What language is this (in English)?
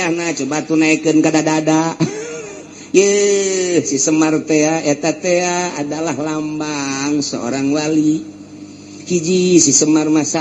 Sundanese